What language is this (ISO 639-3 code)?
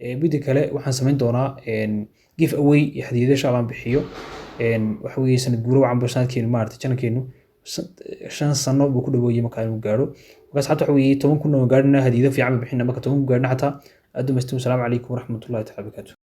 som